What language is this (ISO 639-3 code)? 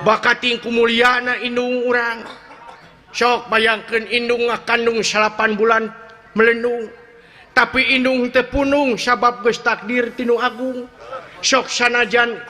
sun